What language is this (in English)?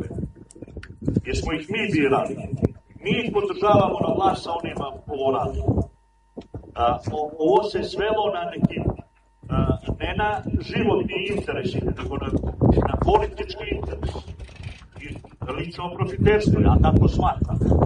Serbian